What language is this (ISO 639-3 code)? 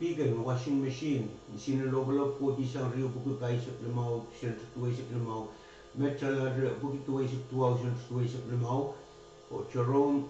pon